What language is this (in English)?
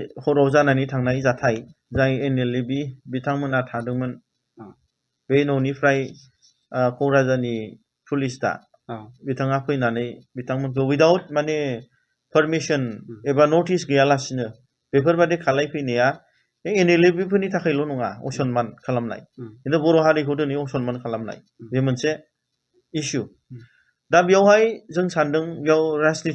Bodo